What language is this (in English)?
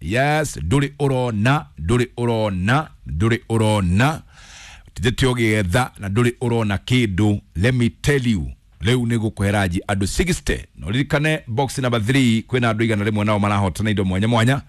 Kikuyu